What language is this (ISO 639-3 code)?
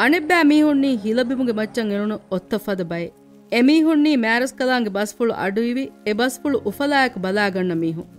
div